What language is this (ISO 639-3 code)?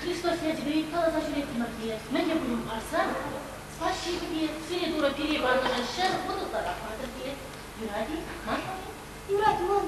chv